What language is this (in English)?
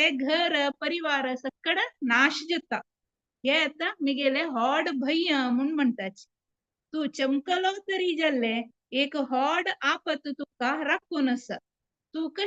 Konkani